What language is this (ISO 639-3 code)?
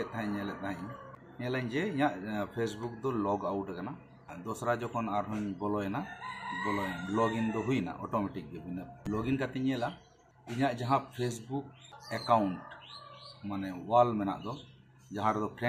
sat